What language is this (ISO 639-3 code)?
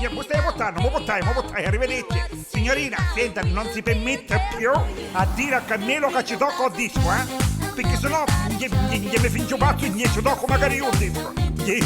nap